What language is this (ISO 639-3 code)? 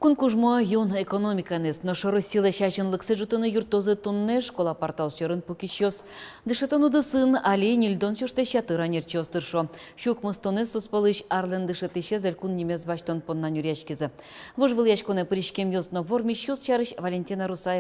udm